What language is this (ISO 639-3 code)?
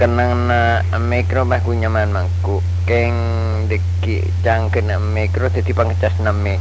mad